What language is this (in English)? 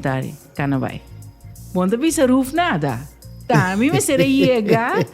Papiamento